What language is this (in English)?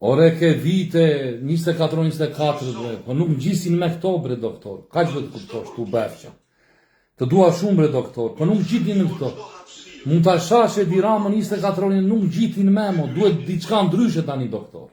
Albanian